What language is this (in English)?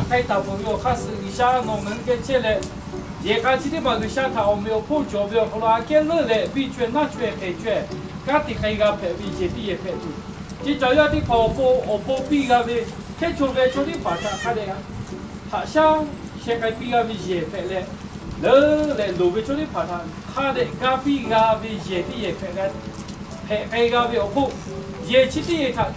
Lahu